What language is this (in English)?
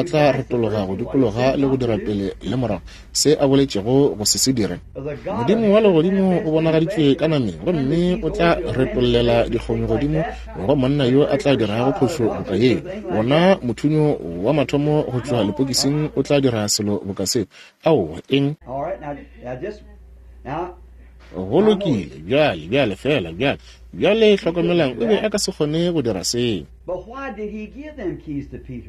Northern Sotho